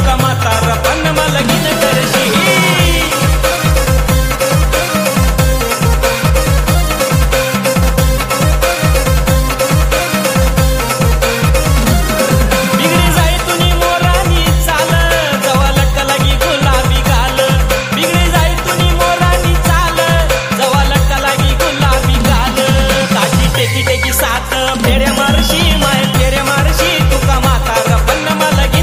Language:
Marathi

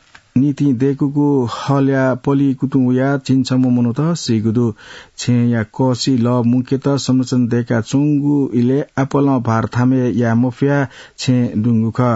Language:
Newari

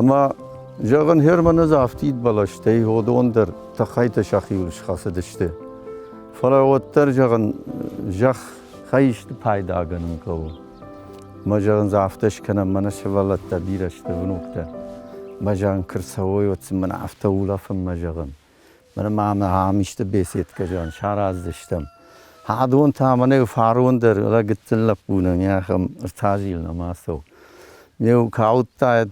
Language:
Ossetic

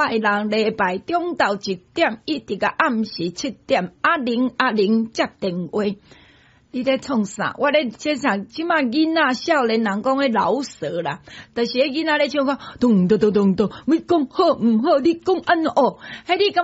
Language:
Min Nan Chinese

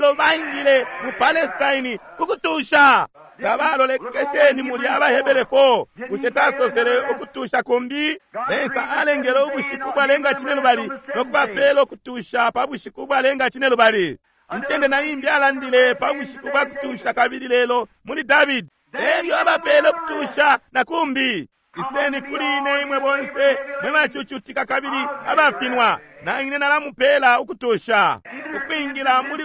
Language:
Bemba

